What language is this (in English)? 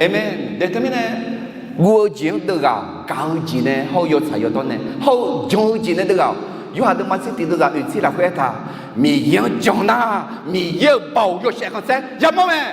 Akha